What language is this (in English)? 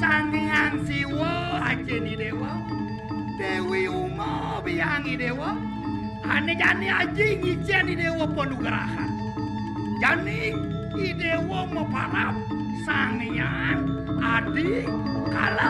Balinese